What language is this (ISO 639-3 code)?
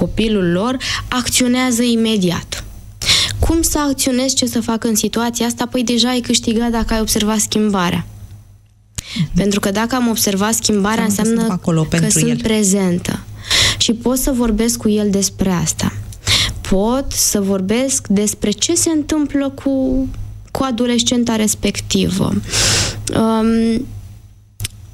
ron